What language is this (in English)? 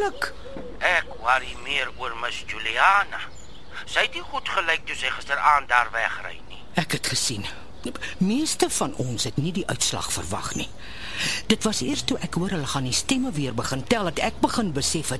Afrikaans